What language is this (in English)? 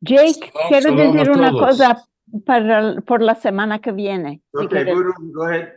Ladino